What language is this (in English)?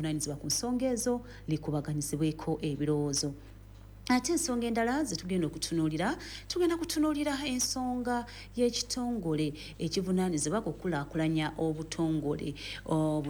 Ganda